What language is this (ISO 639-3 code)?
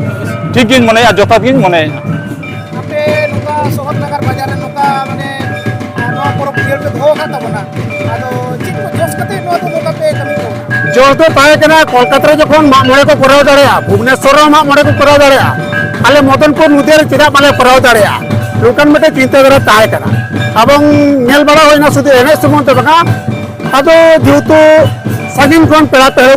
sat